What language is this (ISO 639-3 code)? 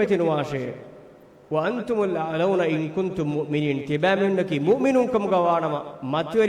div